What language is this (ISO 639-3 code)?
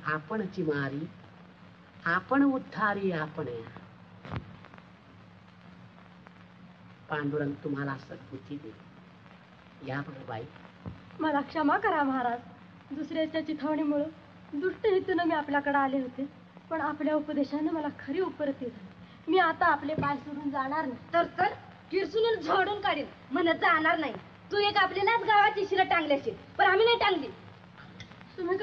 mar